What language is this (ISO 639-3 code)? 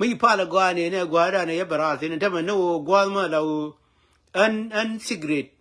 nus